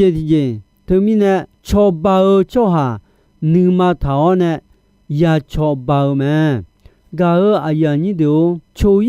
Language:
Akha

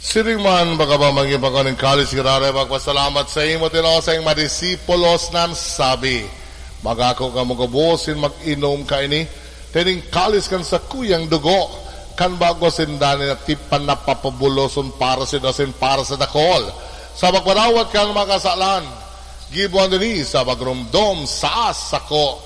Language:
Bikol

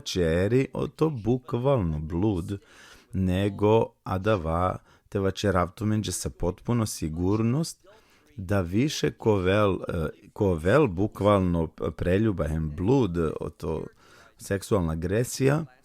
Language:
Balkan Romani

